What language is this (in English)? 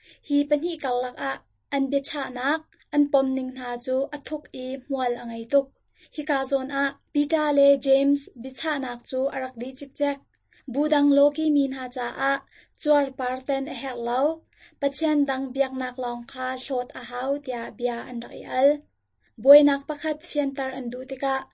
Hakha Chin